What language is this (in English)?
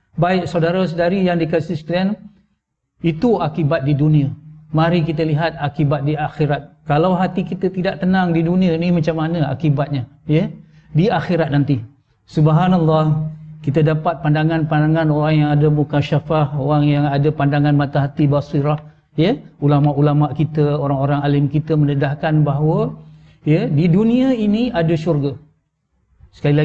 Malay